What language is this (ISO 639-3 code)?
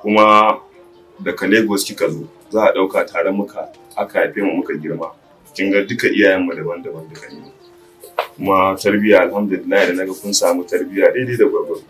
hau